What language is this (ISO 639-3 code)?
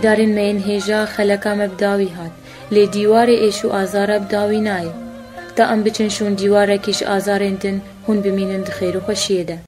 kur